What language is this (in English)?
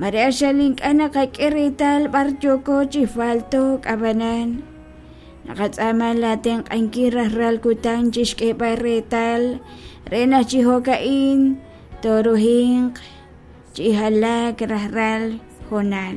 Kekchí